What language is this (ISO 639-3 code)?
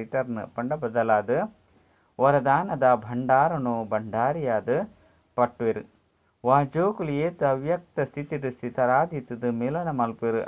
tcy